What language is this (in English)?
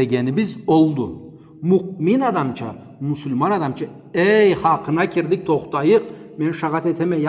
Karachay-Balkar